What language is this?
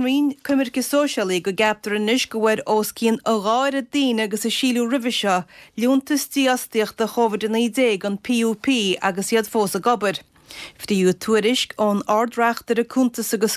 Irish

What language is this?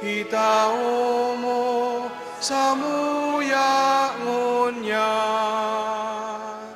Bikol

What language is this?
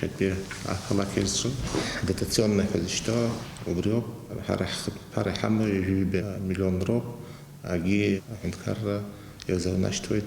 Abkhazian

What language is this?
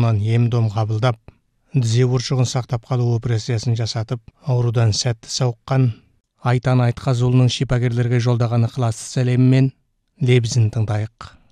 Kazakh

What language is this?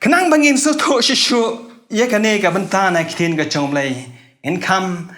Khasi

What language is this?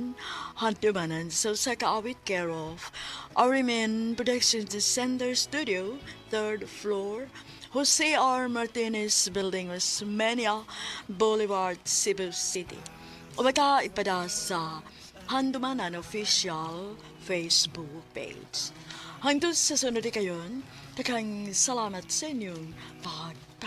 Cebuano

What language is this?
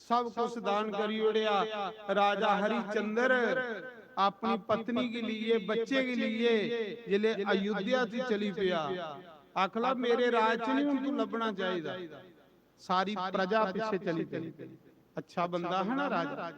Dogri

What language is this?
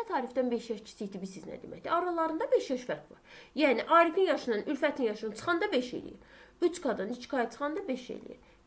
Azerbaijani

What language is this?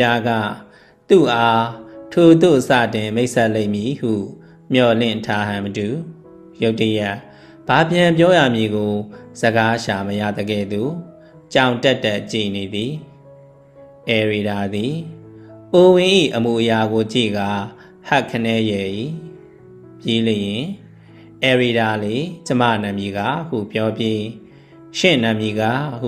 Burmese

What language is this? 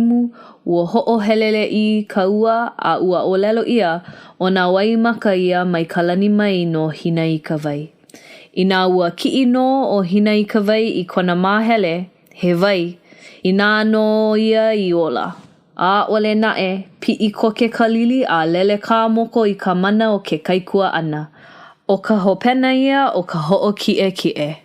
Hawaiian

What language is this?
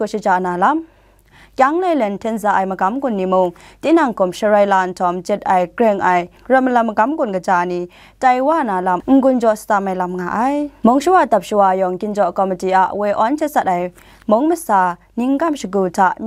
Kachin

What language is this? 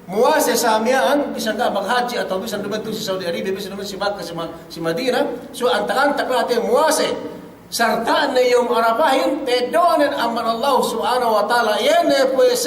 Yakan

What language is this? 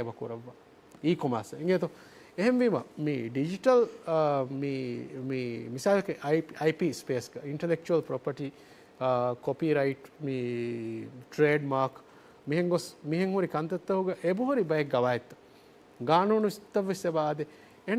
Divehi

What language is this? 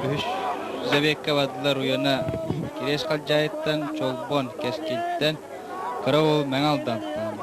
Yakut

